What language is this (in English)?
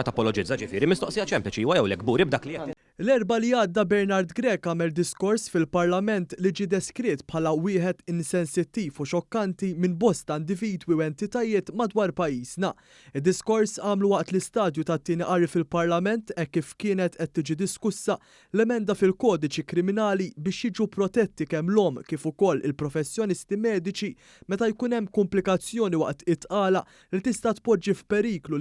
Maltese